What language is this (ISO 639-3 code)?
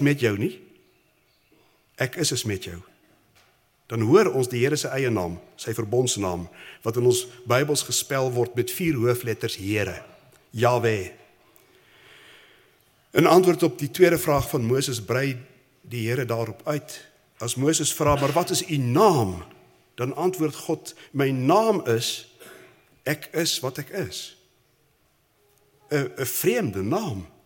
afr